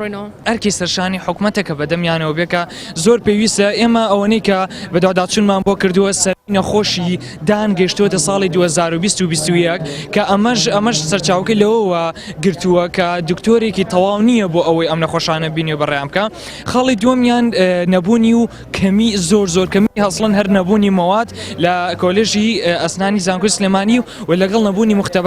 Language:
Central Kurdish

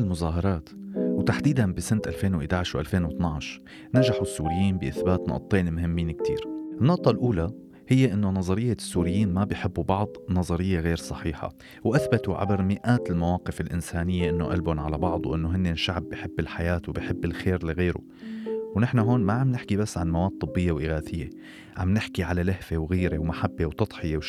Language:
North Levantine Arabic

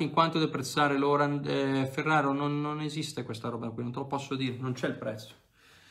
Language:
Italian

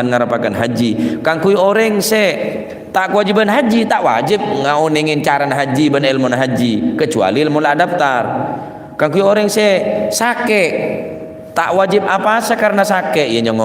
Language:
Madurese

